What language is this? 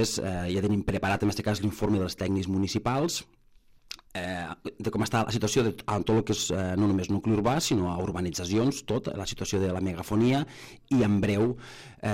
Catalan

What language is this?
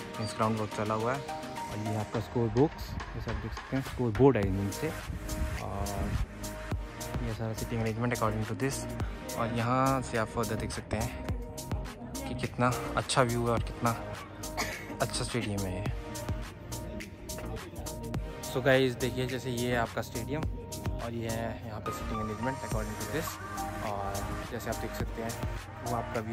Hindi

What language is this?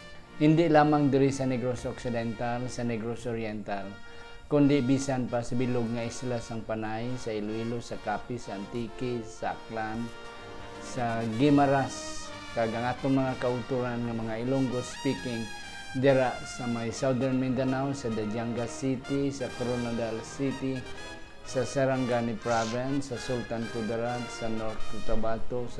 Hiligaynon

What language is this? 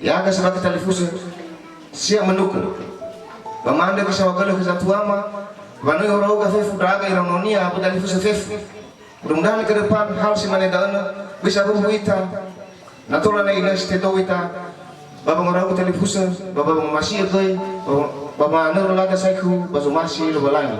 Nias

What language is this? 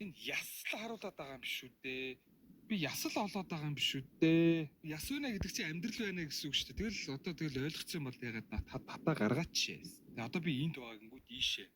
Mongolian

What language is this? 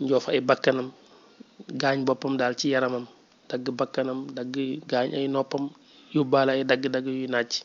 Wolof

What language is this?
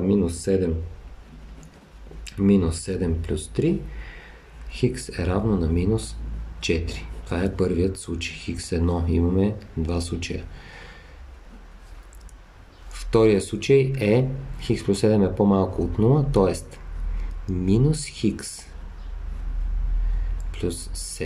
Bulgarian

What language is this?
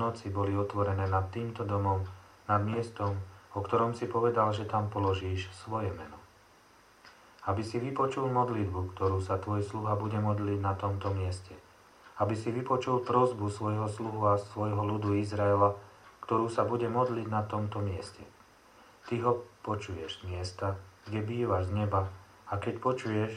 Slovak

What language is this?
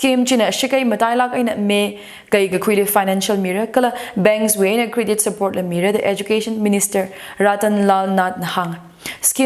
Tangkhul Naga (India)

